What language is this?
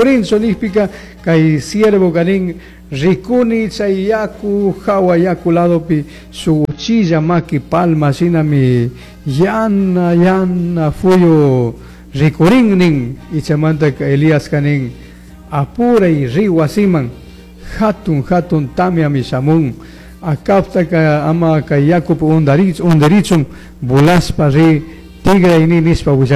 Chimborazo Highland Quichua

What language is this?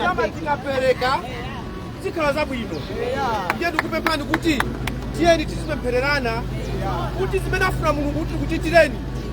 Nyanja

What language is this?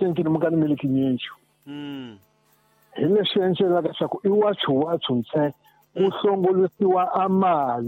Tsonga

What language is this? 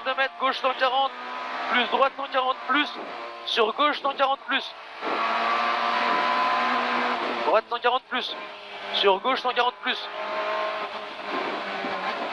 French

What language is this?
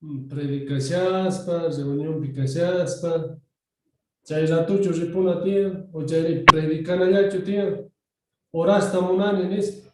South Bolivian Quechua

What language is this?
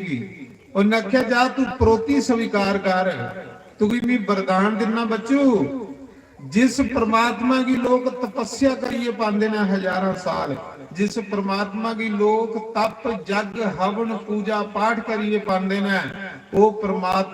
Dogri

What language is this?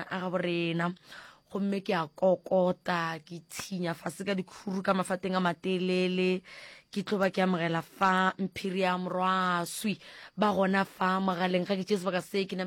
Northern Sotho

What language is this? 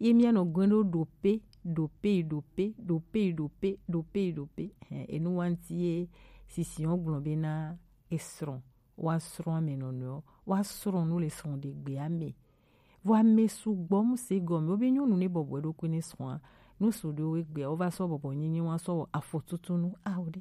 Gen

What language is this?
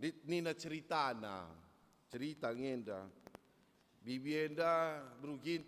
Batak Karo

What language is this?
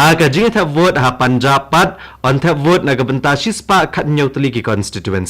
Khasi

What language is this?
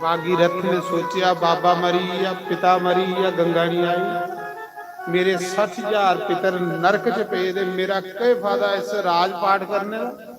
Dogri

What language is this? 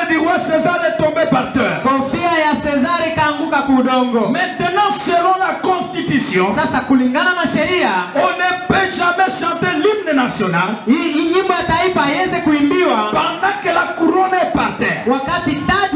Swahili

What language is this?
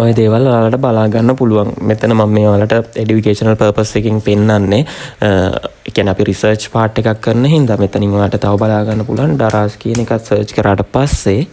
Sinhala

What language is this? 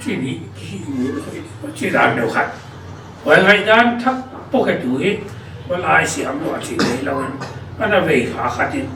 Paite Chin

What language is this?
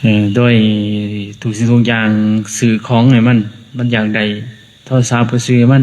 Lao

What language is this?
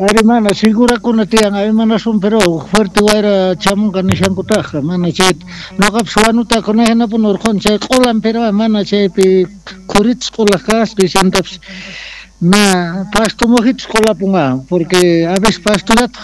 South Bolivian Quechua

